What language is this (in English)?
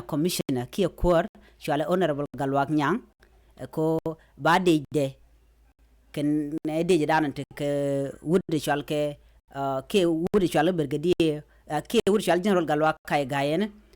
Nuer